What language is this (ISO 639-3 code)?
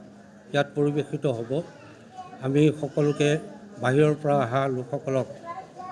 asm